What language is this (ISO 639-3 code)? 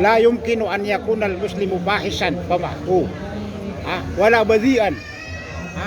mrw